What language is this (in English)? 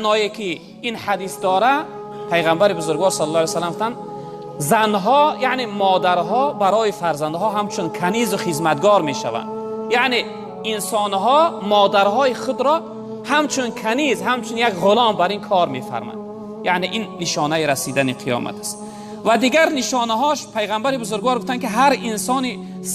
Tajik